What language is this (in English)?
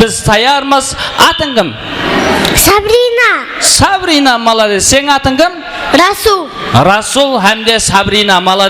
Kara-Kalpak